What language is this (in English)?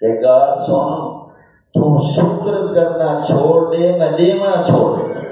Saraiki